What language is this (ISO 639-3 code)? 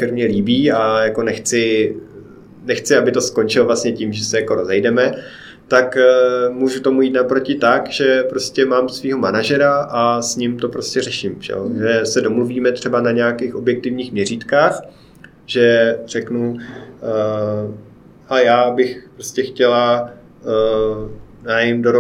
ces